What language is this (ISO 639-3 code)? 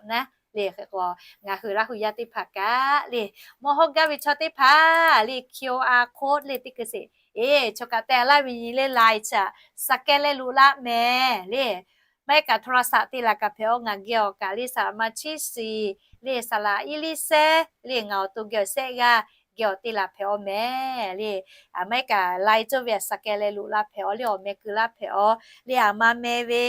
lhu